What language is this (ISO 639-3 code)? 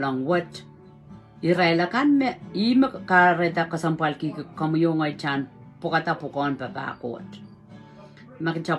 pon